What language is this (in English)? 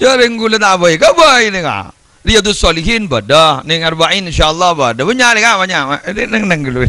Madurese